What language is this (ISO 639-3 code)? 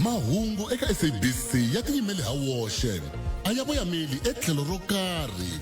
tso